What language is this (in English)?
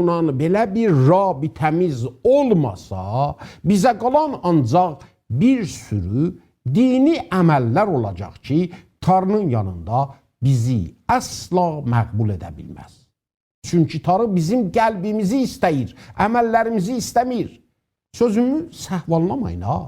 South Azerbaijani